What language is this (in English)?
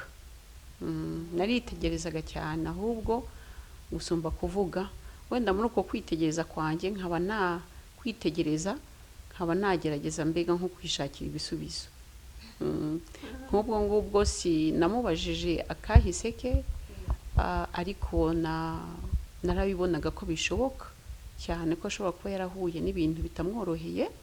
Kinyarwanda